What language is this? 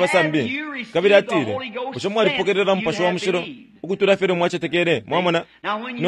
Bemba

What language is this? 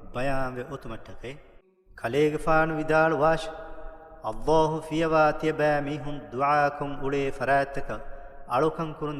Divehi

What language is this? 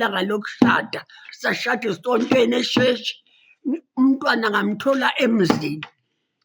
Zulu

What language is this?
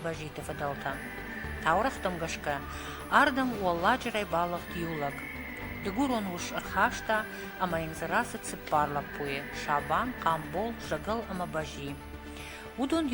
Ossetic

